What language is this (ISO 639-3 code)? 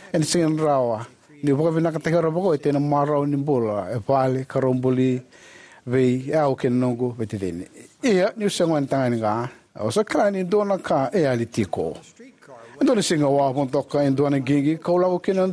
fij